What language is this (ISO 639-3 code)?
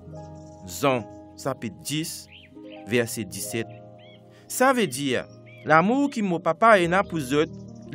mfe